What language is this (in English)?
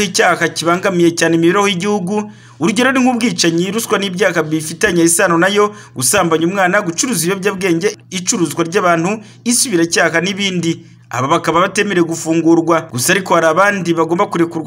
Kinyarwanda